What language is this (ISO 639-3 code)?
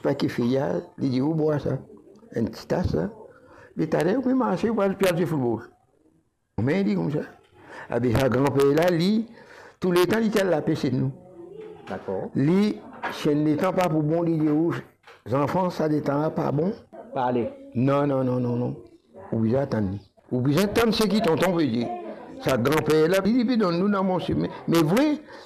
mfe